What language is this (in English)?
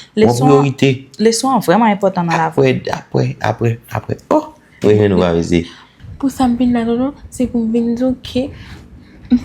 Haitian Creole